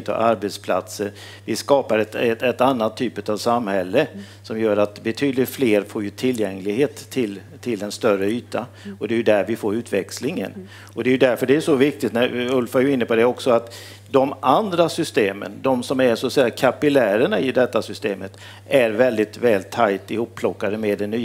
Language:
Swedish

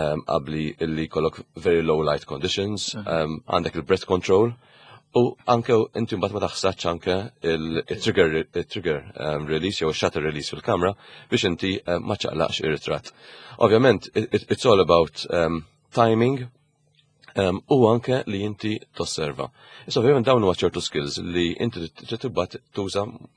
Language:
Maltese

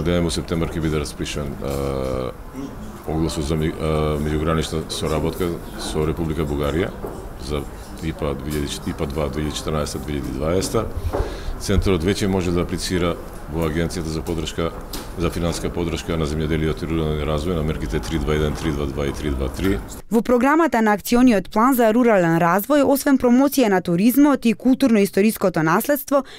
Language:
Macedonian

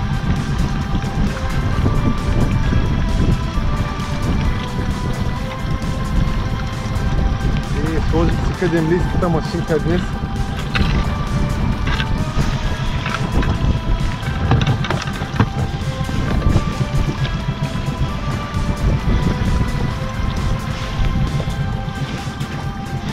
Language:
Bulgarian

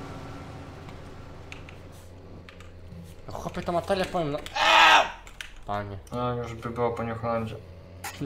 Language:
Polish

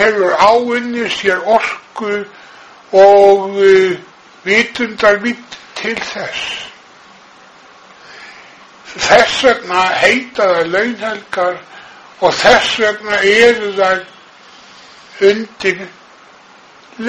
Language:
Icelandic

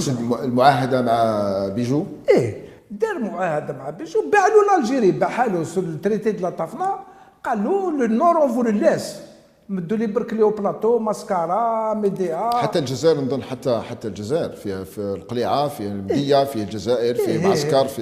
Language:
Algerian Arabic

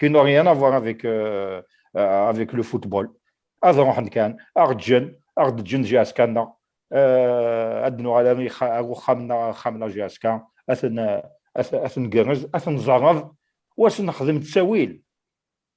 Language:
Kabyle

